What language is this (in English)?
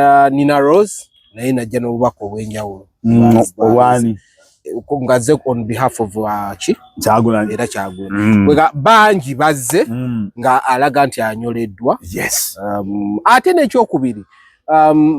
Ganda